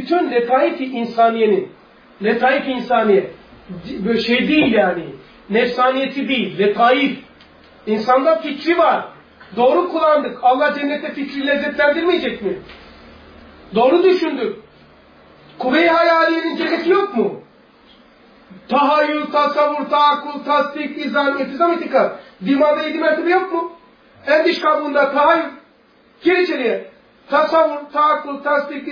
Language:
Turkish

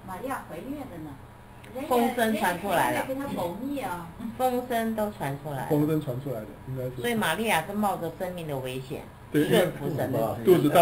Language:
Chinese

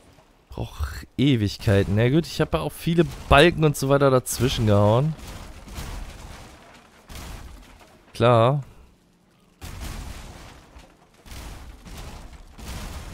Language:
German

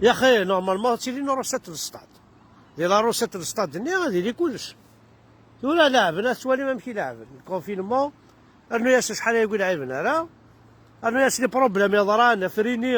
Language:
Kabyle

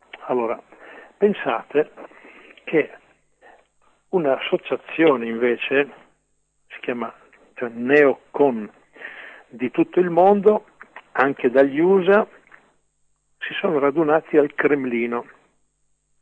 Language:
Italian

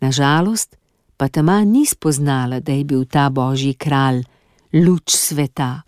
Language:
Slovenian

